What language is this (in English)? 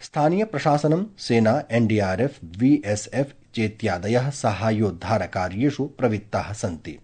Sanskrit